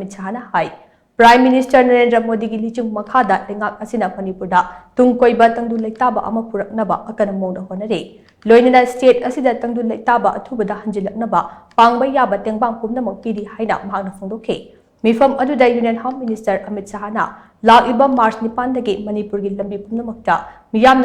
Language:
Manipuri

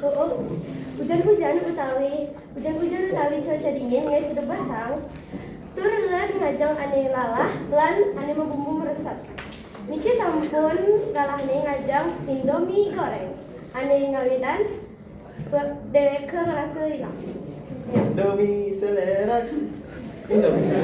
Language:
Balinese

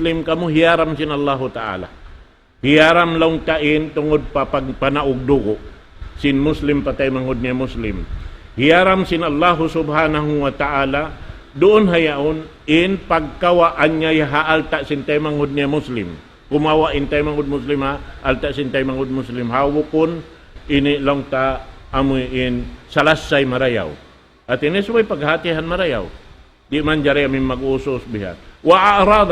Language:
Tausug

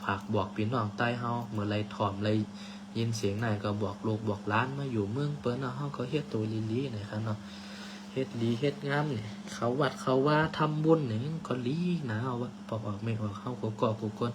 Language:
Shan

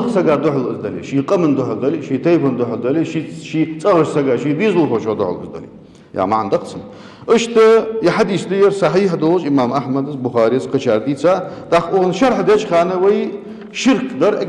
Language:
Ingush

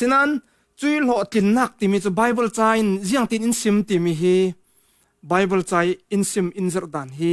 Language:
Falam Chin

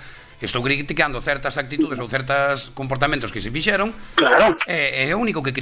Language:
Galician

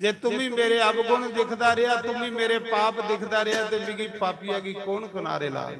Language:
Dogri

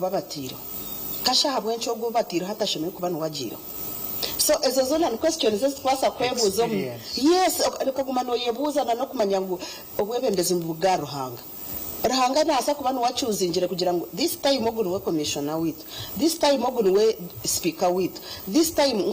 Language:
Nyankole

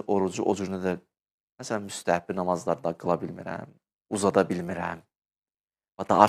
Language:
Azerbaijani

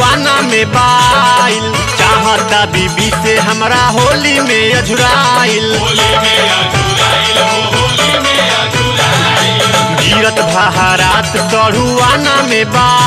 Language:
Bhojpuri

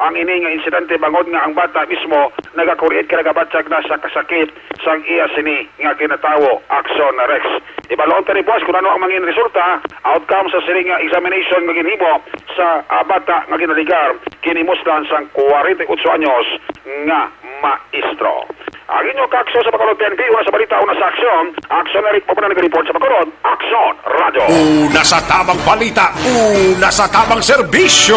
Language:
Hiligaynon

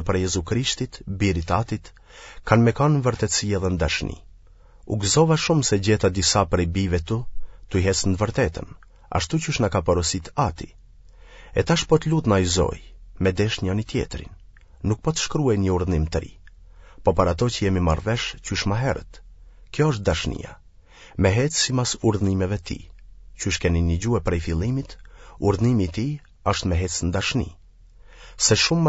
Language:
Albanian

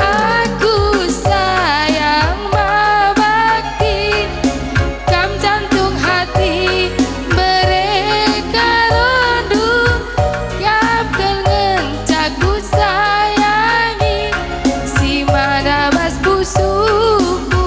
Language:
Batak Karo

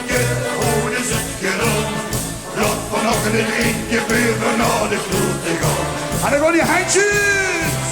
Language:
Limburgish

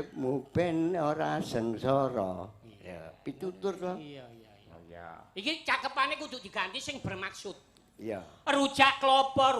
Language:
Javanese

